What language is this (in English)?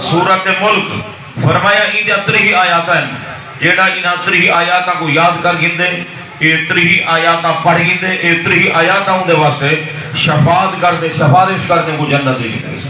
Saraiki